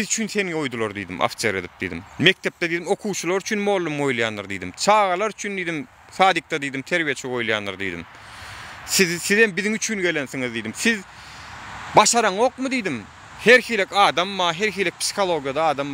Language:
Turkmen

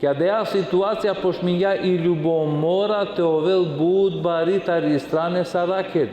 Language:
Balkan Romani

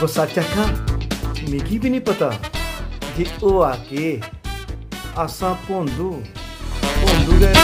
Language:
Dogri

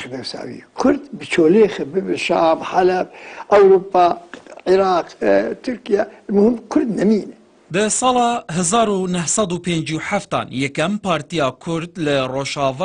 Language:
Kurdish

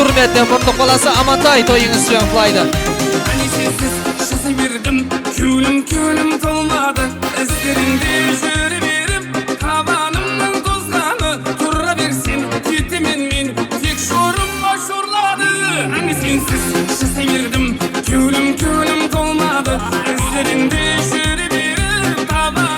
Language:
Kara-Kalpak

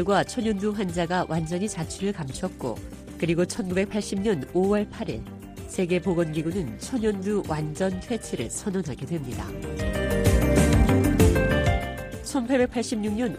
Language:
Korean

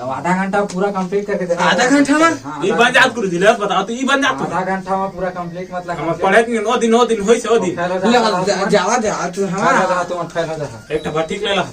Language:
Chhattisgarhi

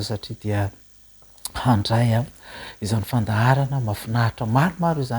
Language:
Malagasy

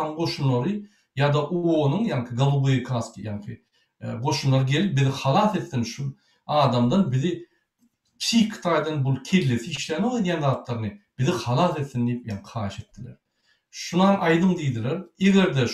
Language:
Turkmen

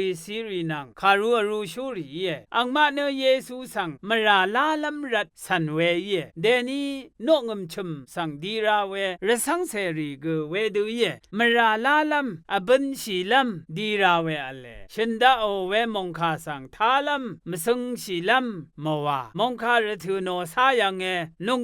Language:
Rawang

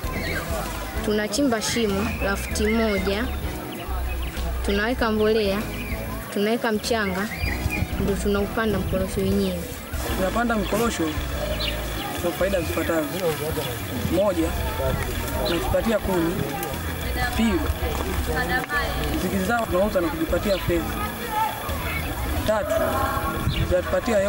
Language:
Swahili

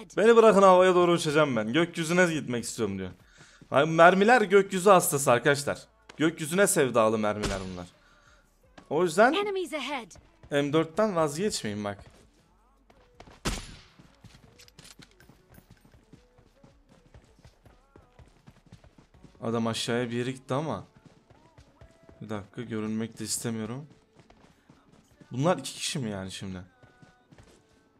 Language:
Turkish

